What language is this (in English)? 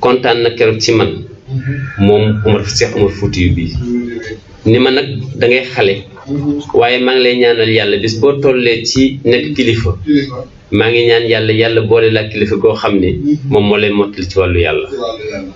Wolof